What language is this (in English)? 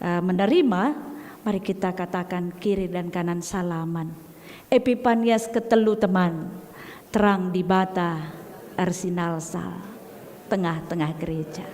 Batak Karo